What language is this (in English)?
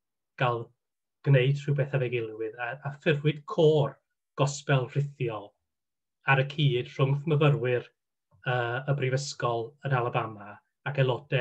Welsh